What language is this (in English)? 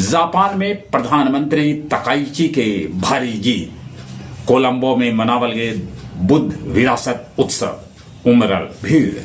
Magahi